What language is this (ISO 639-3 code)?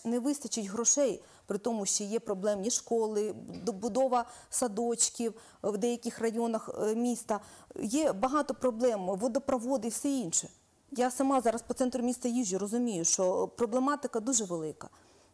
ukr